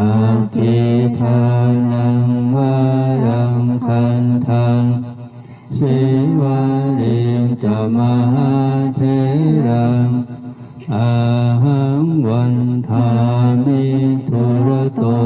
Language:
Pali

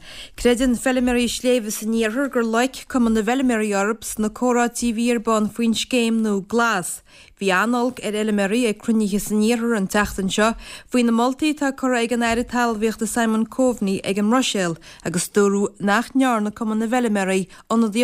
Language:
Irish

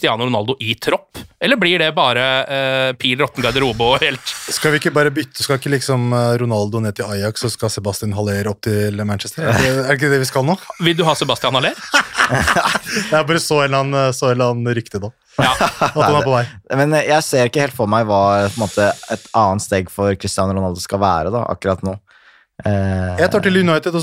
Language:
Norwegian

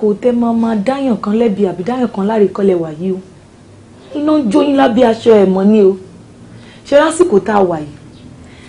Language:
Yoruba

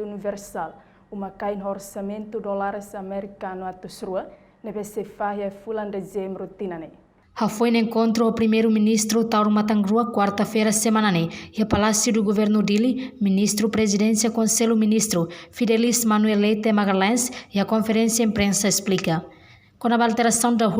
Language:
Tetum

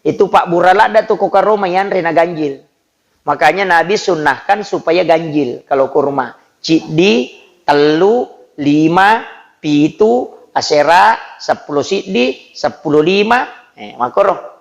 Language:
Buginese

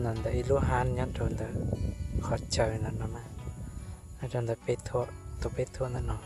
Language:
Hmong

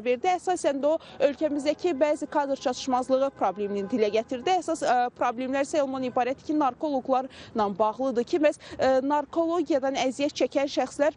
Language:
Azerbaijani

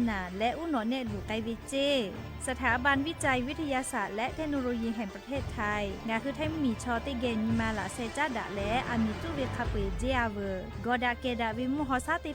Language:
Lahu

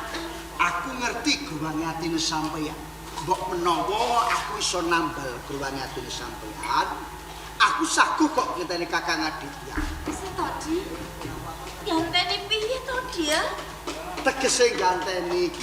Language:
Javanese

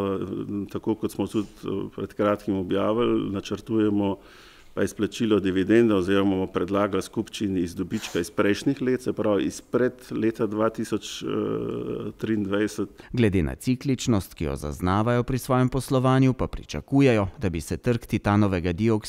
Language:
Slovenian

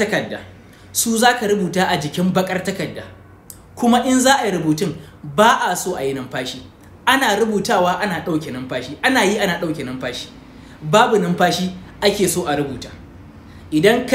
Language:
Hausa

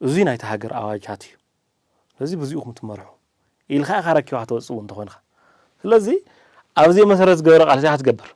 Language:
Tigrinya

